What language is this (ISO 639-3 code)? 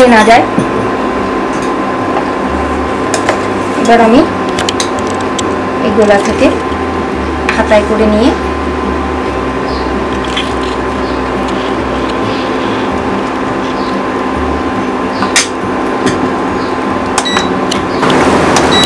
ben